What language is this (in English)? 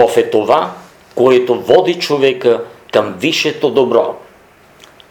Bulgarian